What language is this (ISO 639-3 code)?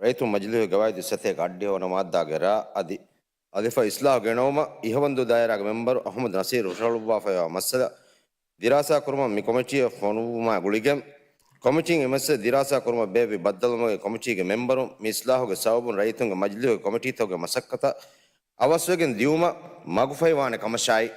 div